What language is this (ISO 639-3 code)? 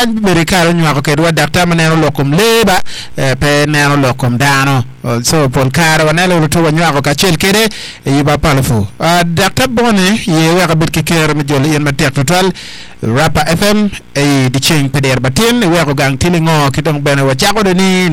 ach